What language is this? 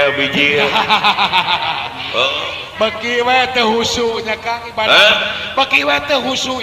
Sundanese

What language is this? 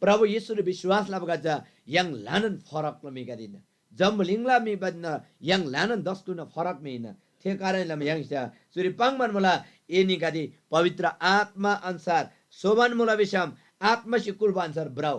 Eastern Tamang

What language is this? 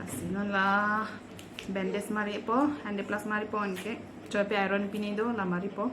Karbi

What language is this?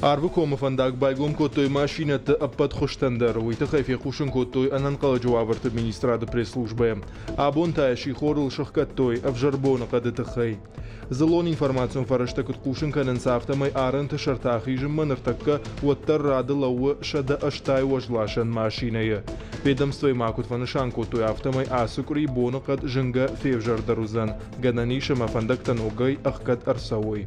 Ossetic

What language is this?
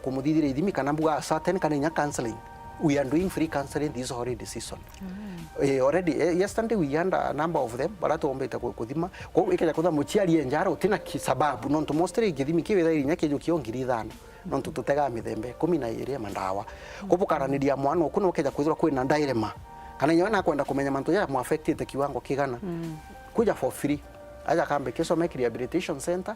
Meru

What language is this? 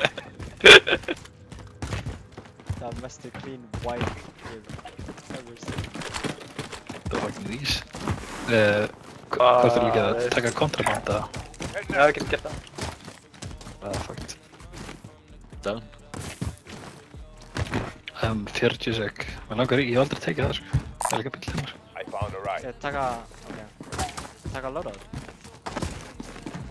Icelandic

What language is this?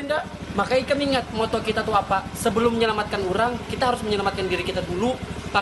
Banjar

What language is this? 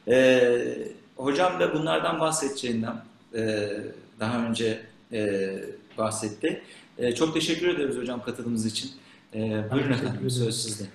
Turkish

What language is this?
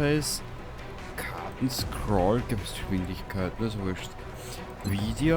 Bavarian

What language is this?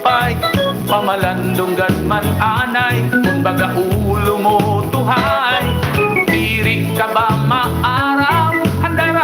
Waray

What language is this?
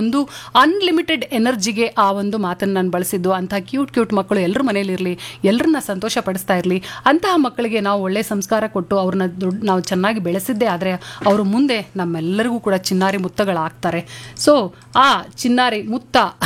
Kannada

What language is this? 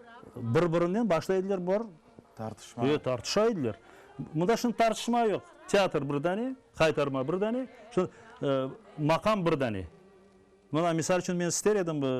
Crimean Tatar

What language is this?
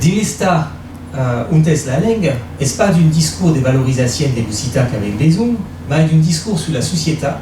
Occitan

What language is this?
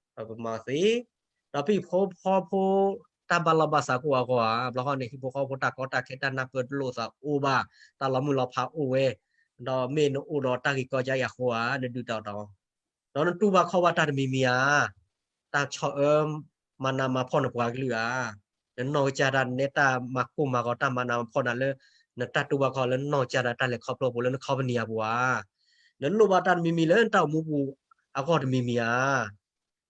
S'gaw Karen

